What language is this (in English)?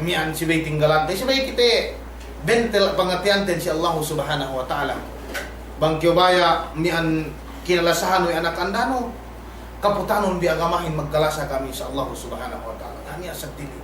Yakan